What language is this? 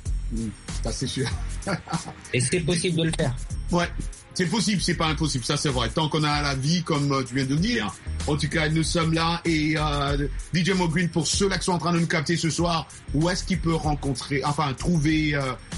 French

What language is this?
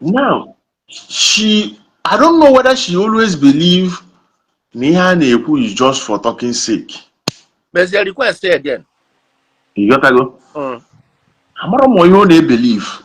Igbo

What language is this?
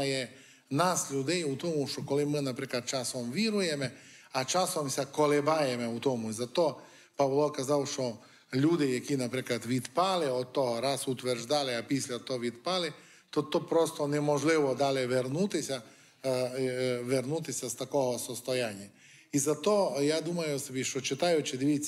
Ukrainian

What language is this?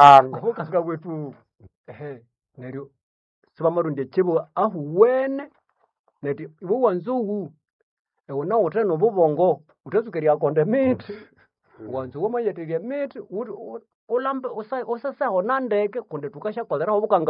Nande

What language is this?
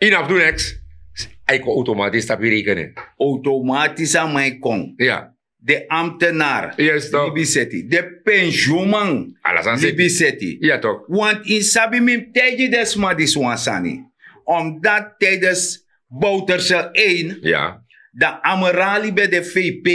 Sranan Tongo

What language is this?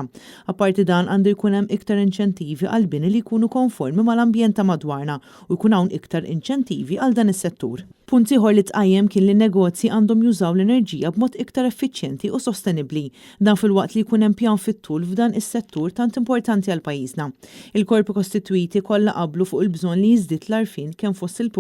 Maltese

